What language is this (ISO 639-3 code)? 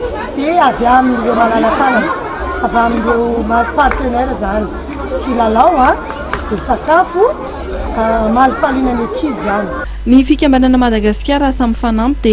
mlg